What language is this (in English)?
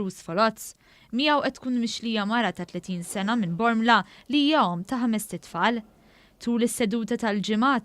Maltese